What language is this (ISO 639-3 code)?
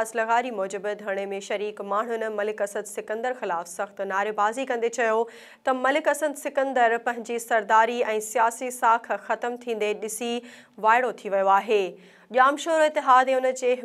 snd